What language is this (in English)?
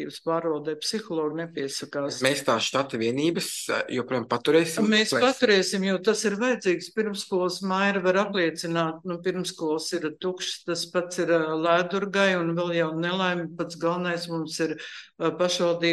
Latvian